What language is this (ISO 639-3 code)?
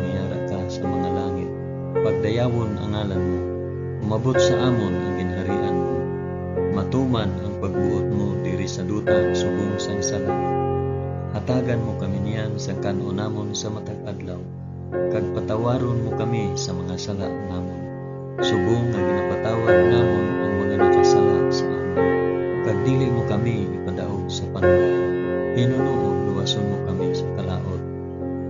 hil